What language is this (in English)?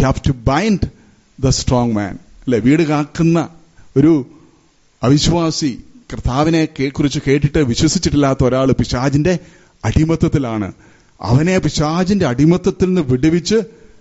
Malayalam